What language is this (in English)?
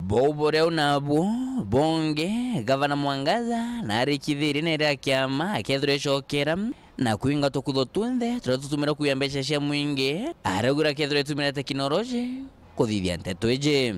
Meru